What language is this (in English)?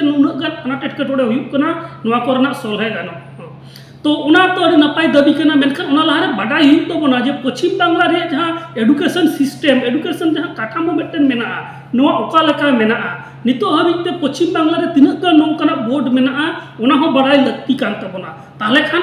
Santali